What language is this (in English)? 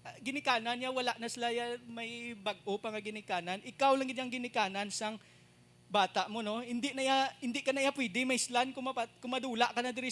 Hiligaynon